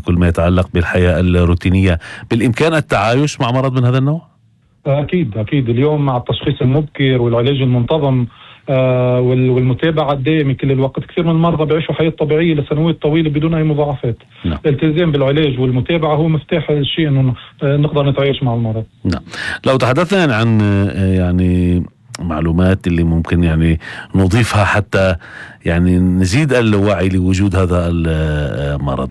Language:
North Levantine Arabic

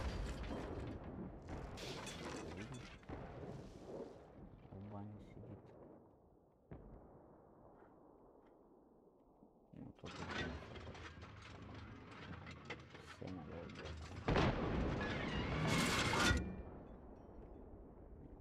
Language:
Russian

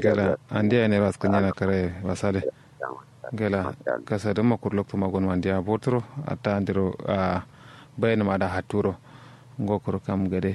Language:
Kanuri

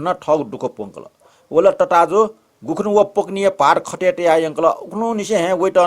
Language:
Newari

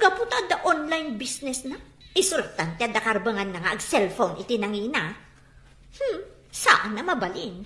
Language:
Iloko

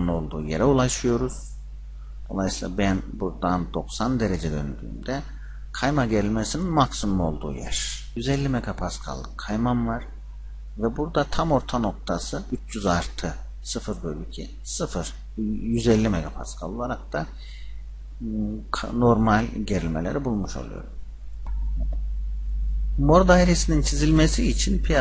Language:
Turkish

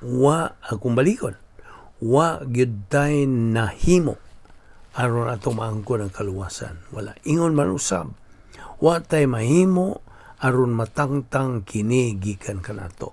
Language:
Cebuano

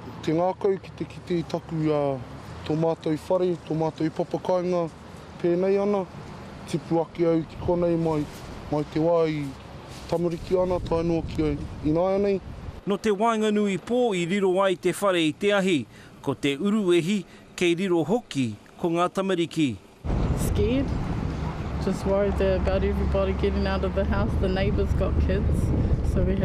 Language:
Māori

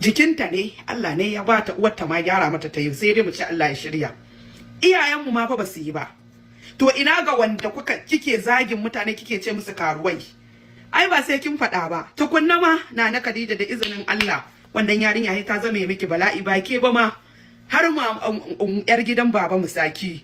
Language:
Hausa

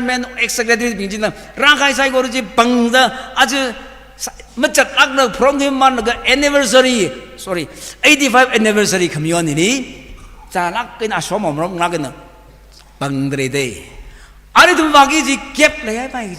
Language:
Tangkhul Naga (India)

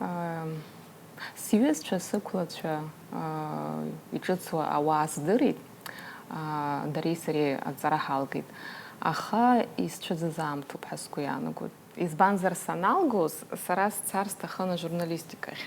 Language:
Abkhazian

